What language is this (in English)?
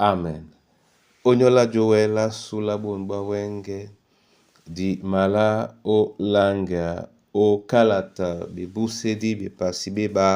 Duala